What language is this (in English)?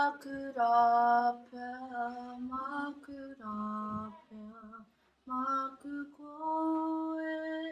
Māori